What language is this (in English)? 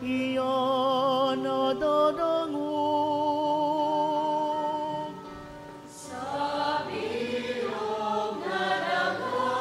Bikol